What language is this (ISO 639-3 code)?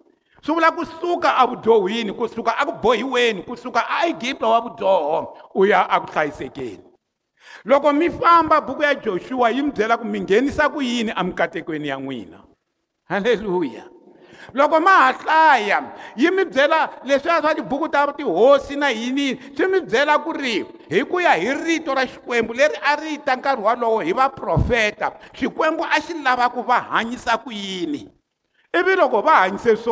tso